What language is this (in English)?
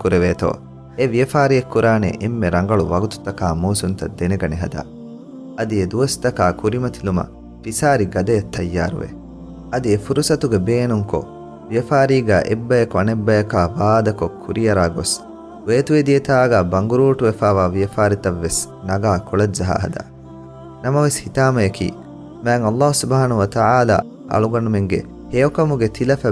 Divehi